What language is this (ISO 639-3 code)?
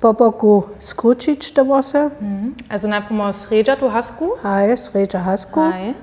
hsb